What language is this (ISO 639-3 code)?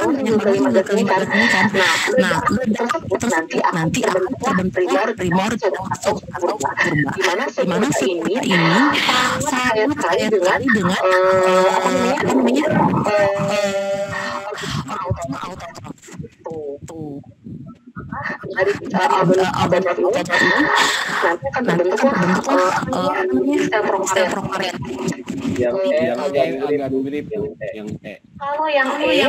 ind